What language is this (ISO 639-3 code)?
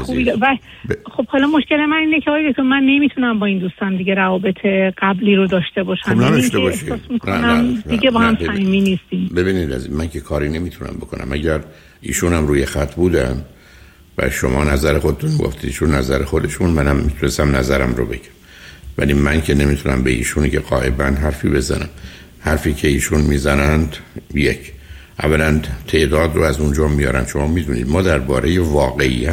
fas